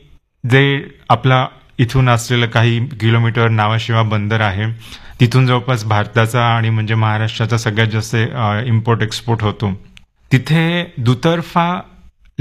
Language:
Marathi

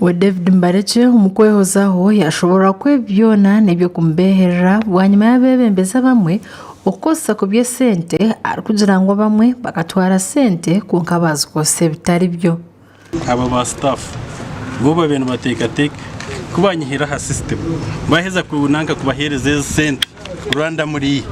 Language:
Nyankole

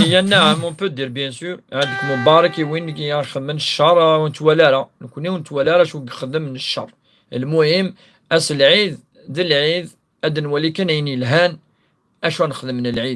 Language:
Kabyle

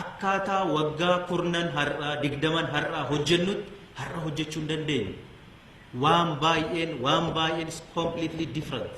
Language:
Oromo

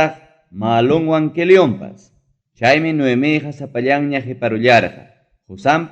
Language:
Ayacucho Quechua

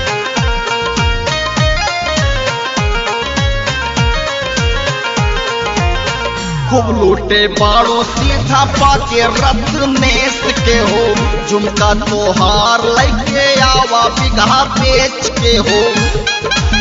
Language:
Bhojpuri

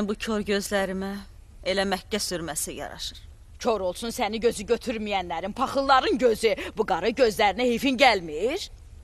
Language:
Azerbaijani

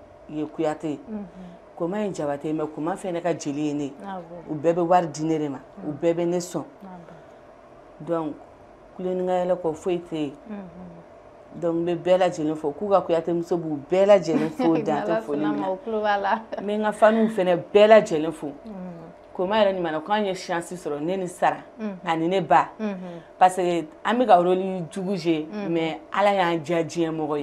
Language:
Bambara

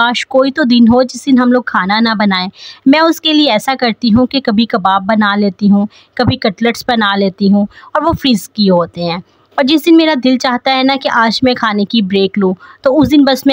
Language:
Hindi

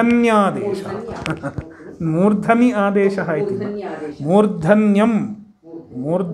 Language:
Sanskrit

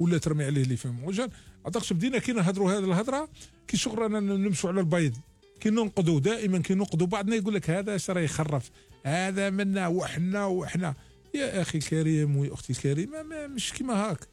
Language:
Algerian Arabic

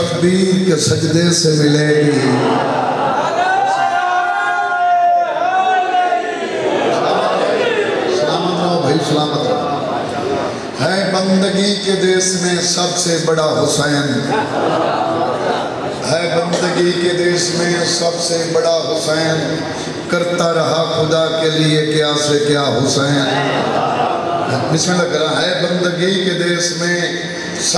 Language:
Urdu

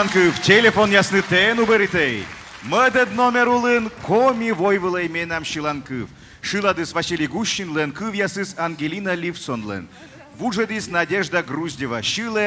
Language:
Komi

